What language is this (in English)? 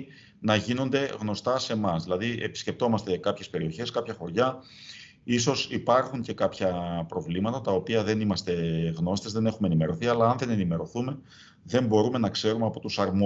Greek